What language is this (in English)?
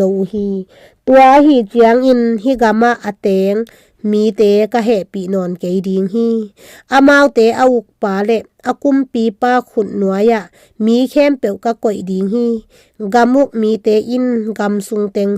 Tedim Chin